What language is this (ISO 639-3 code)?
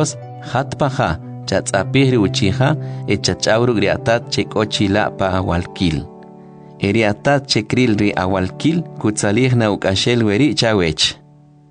quc